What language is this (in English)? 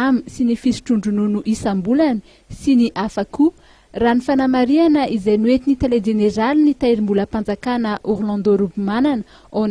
Malagasy